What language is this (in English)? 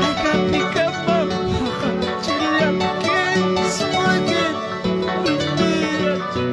Ayacucho Quechua